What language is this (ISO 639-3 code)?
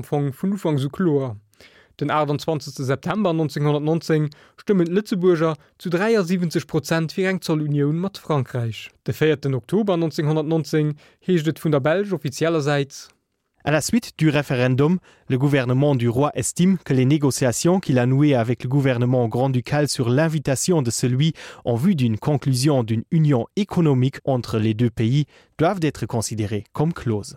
ltz